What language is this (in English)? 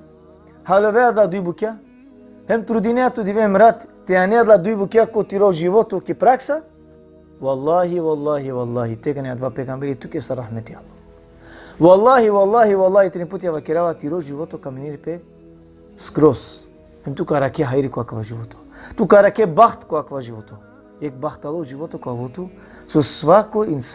Balkan Romani